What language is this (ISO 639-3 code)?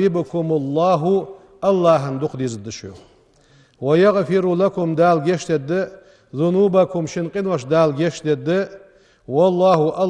inh